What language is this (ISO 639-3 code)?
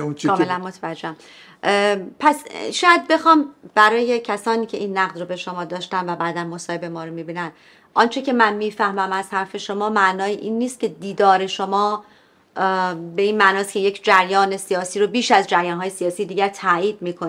fas